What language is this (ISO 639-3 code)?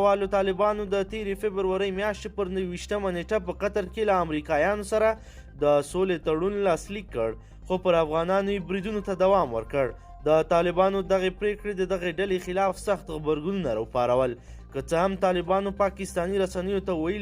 pus